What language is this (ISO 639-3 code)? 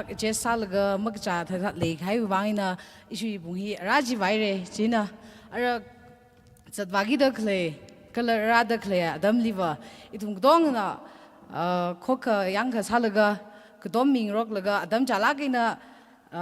nmf